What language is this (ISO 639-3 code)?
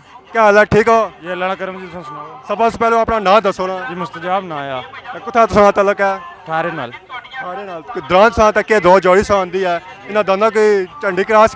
phr